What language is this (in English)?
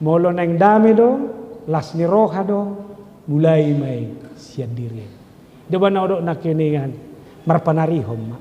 Batak Toba